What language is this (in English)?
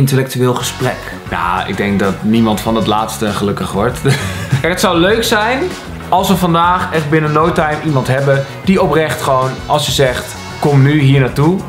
Dutch